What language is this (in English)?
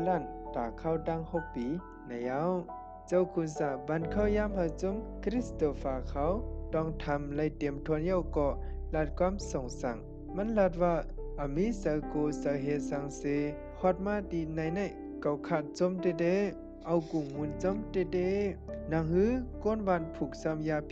Shan